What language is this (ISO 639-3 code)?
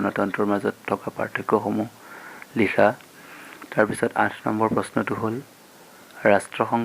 asm